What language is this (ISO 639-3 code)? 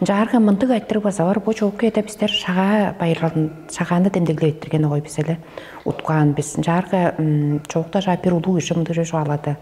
tyv